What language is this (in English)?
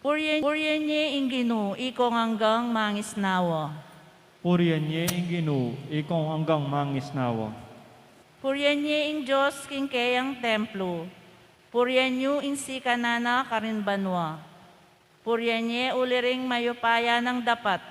Pampanga